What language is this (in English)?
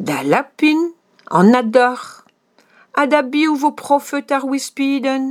Breton